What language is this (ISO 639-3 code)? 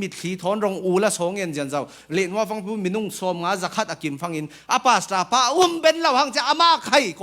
cfm